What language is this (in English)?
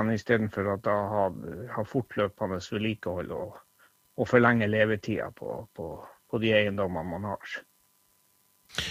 Norwegian